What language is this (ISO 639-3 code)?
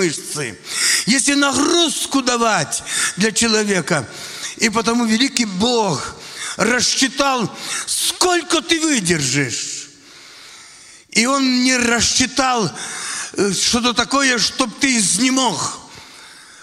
rus